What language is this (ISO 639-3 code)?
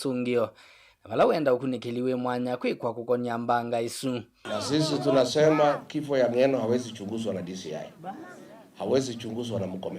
kam